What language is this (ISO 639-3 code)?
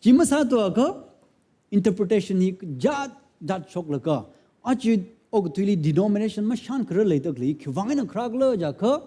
nmf